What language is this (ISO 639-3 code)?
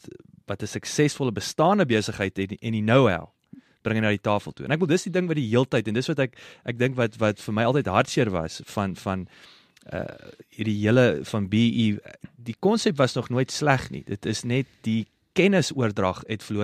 afr